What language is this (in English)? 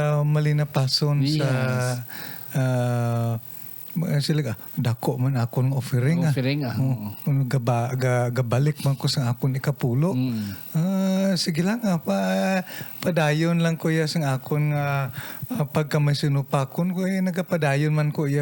Hiligaynon